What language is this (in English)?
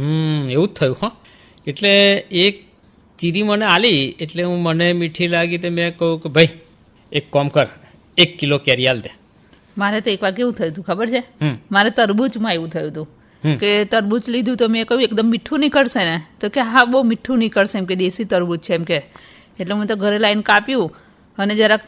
Gujarati